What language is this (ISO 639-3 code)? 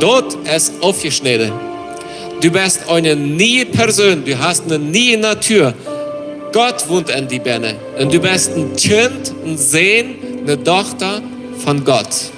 pdt